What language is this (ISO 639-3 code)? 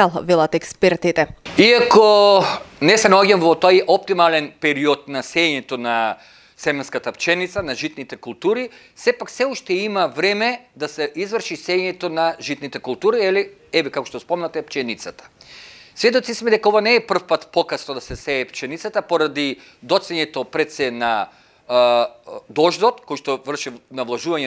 mkd